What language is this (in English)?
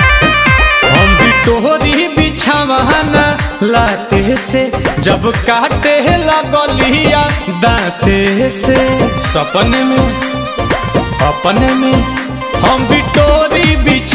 Bhojpuri